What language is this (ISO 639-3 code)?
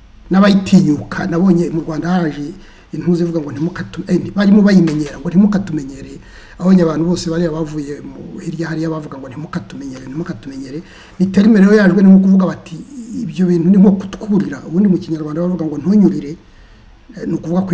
kin